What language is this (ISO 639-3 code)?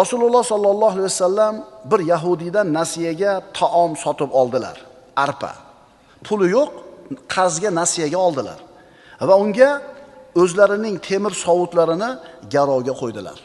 uzb